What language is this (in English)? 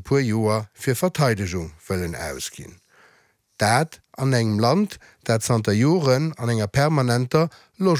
Luxembourgish